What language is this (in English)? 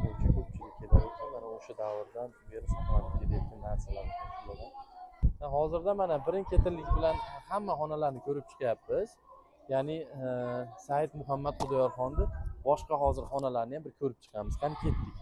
Uzbek